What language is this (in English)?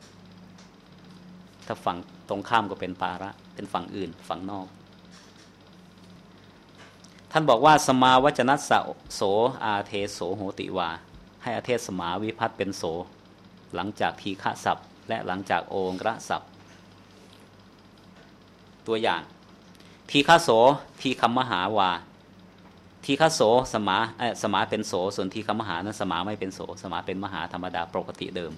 Thai